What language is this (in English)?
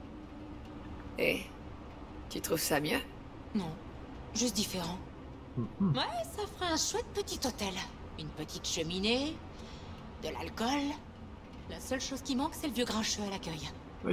French